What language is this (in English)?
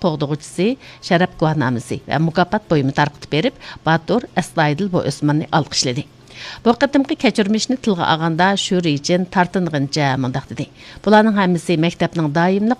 Uyghur